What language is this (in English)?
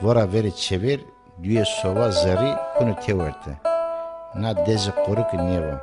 Zaza